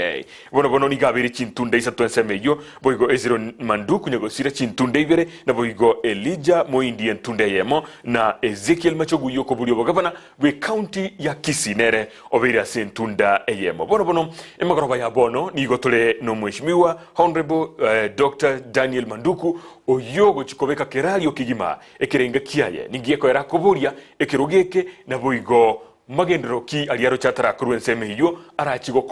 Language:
Gusii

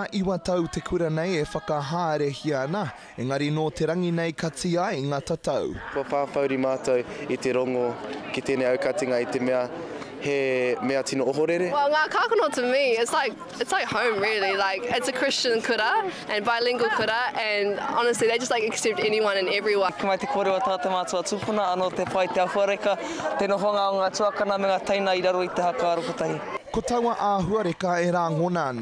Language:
Māori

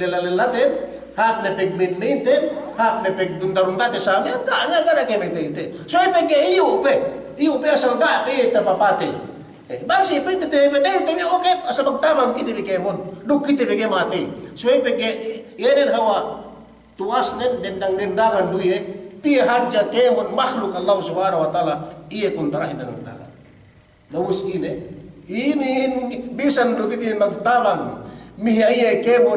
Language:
Yakan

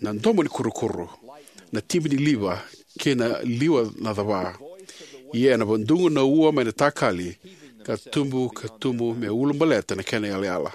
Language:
Fijian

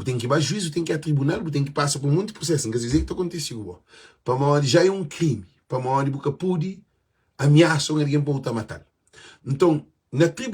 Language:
Kabuverdianu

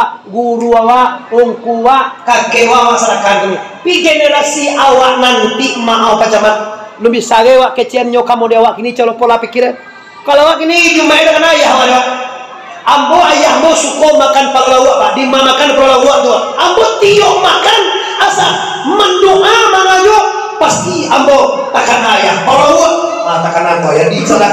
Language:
Minangkabau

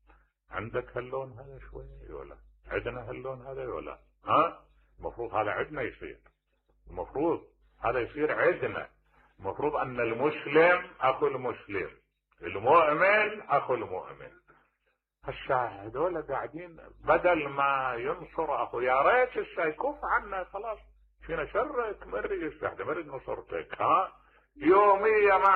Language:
Mesopotamian Arabic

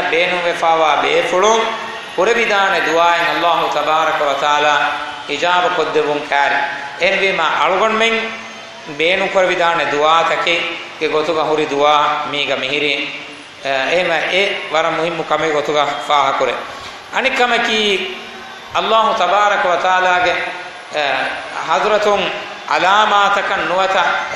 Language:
Divehi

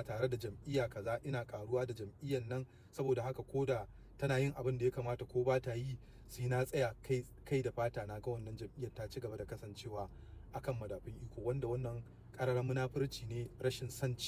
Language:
Hausa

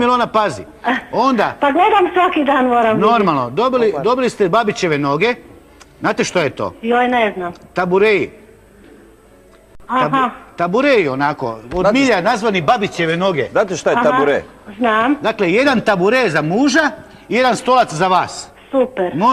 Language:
Croatian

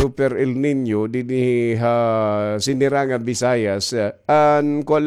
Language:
Waray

